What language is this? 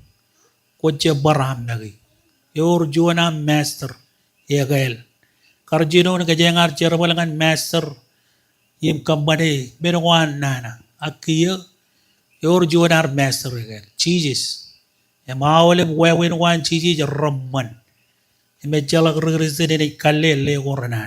Marshallese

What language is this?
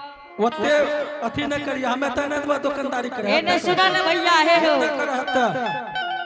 Angika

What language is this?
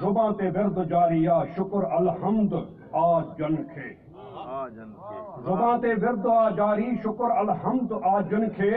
Sindhi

